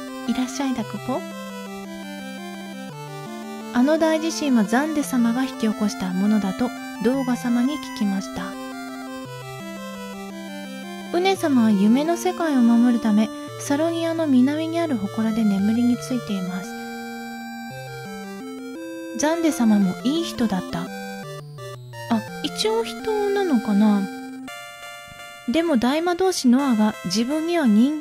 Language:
Japanese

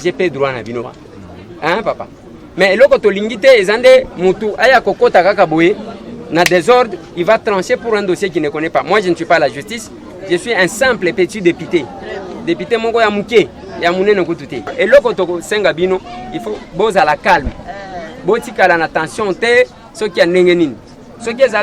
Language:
Lingala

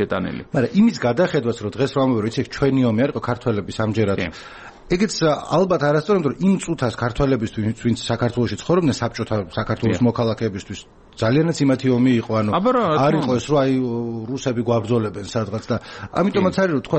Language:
Georgian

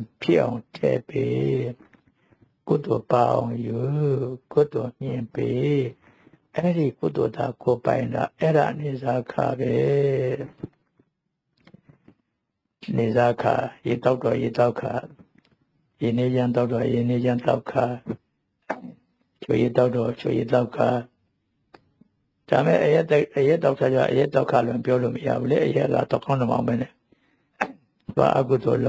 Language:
Burmese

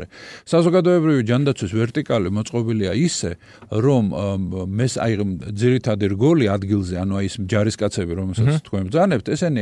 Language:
Georgian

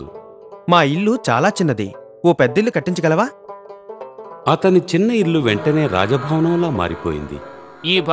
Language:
Telugu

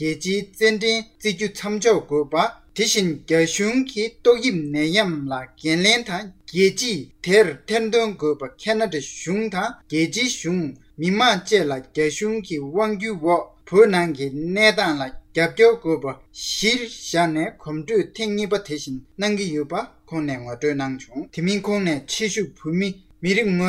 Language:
Tibetan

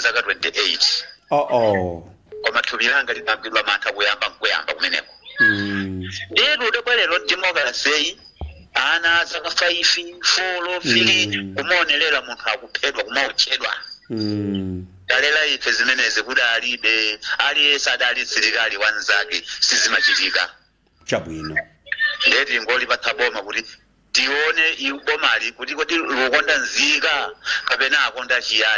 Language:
Nyanja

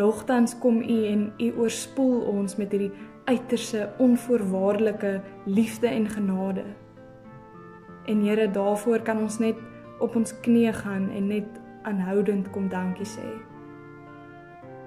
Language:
Afrikaans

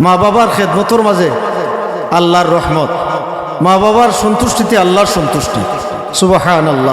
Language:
Sylheti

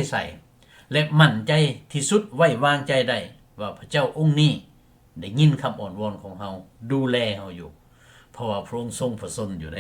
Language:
Lao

